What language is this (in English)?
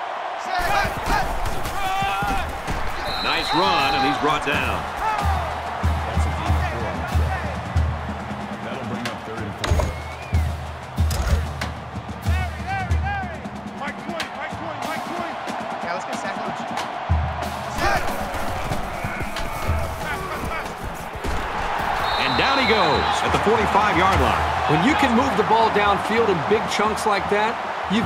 English